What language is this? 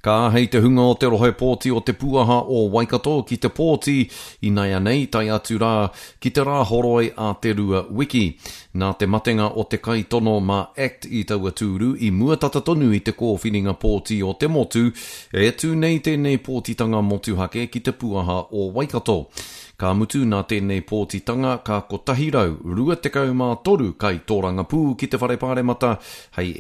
Māori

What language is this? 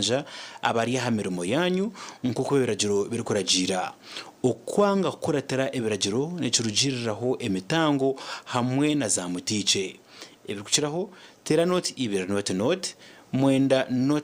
Nyankole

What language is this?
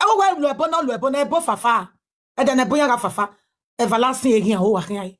Nigerian Pidgin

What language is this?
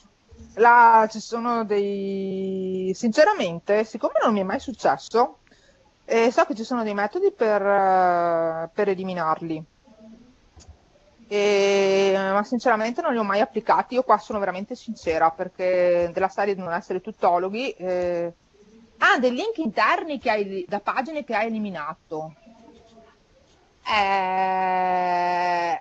Italian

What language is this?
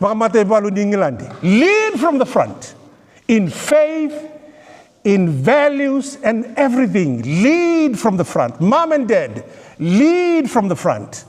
Fijian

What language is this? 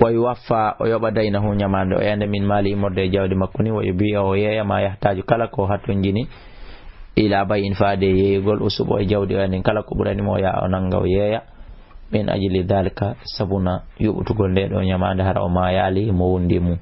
Fula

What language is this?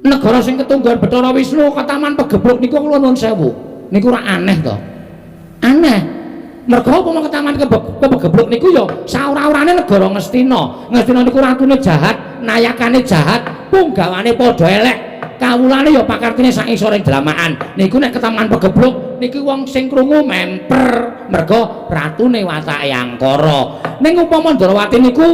Javanese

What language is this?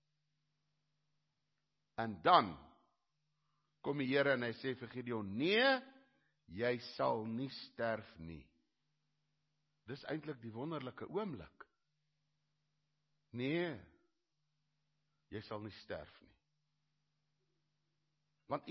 Afrikaans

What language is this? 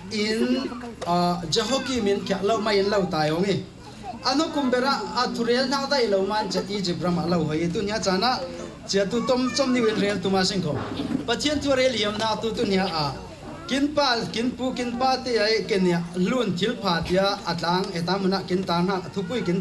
Falam Chin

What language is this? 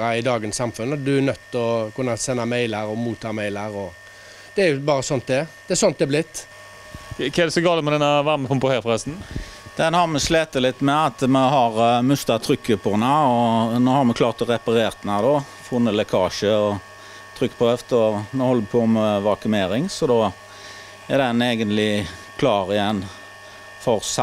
Norwegian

